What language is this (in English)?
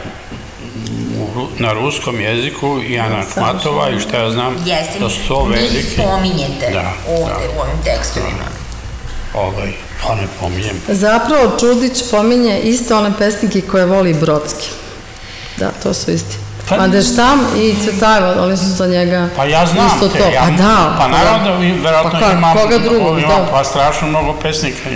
Serbian